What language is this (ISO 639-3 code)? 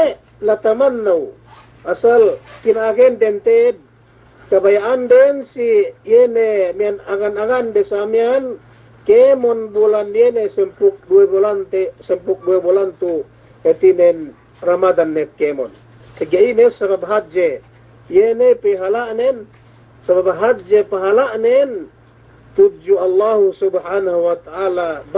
yka